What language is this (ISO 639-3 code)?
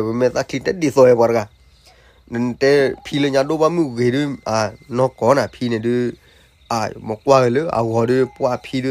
ksw